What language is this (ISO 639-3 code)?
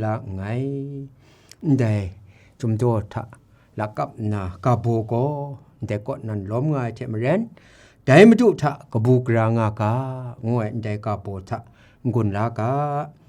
kac